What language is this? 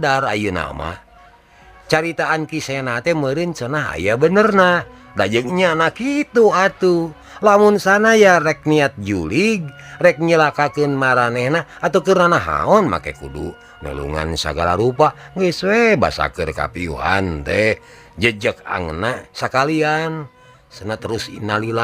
Sundanese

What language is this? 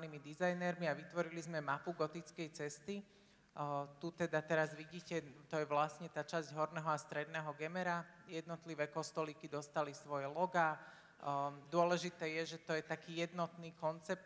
Slovak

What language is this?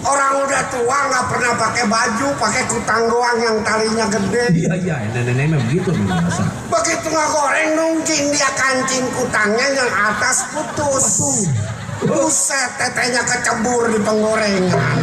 Betawi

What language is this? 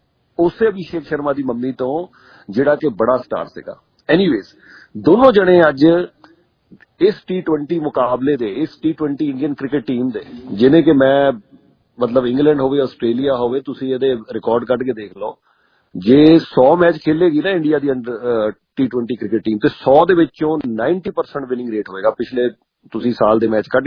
Punjabi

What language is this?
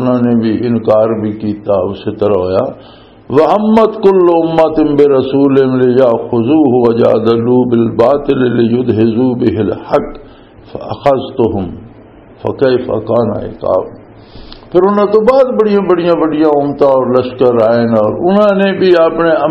Western Panjabi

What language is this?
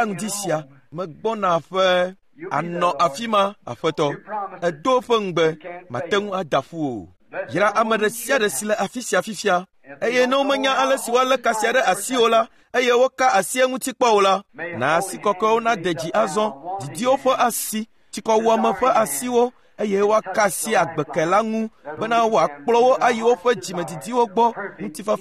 Ewe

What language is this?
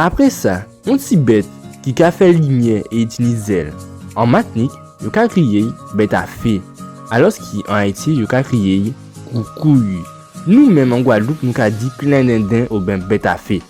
Guadeloupean Creole French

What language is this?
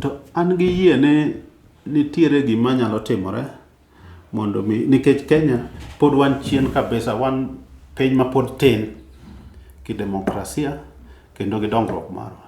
Luo (Kenya and Tanzania)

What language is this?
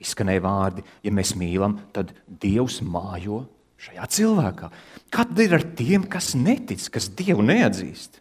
Latvian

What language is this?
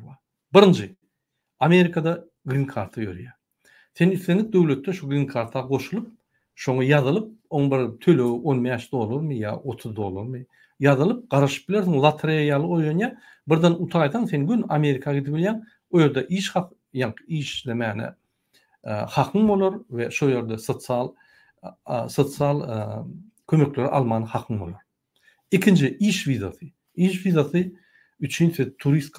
Turkmen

